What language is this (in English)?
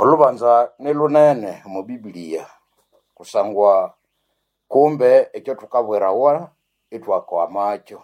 Nande